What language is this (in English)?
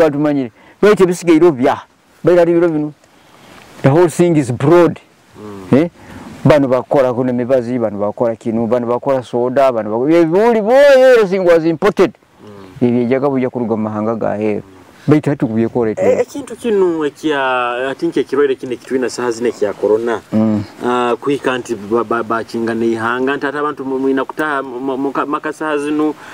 Nyoro